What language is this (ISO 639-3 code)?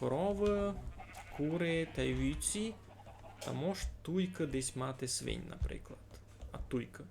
rue